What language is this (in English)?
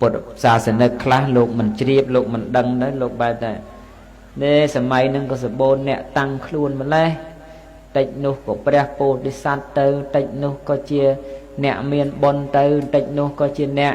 Khmer